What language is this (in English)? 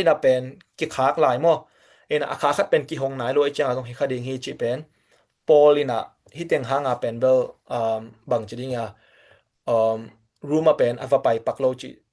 Tedim Chin